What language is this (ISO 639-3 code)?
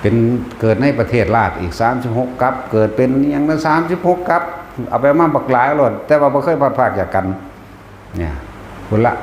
tts